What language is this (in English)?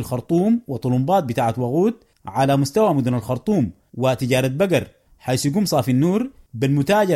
Sudanese Arabic